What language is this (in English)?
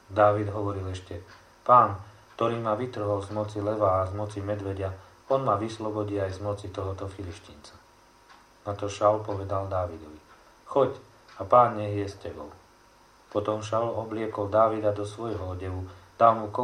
Slovak